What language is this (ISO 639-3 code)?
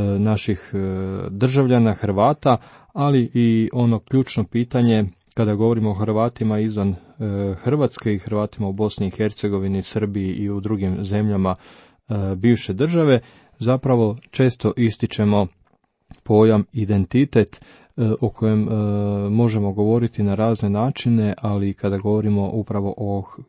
hrv